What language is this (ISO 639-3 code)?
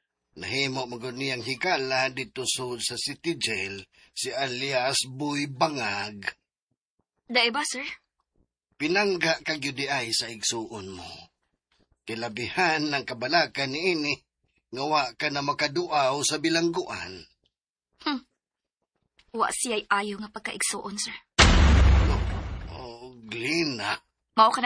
ceb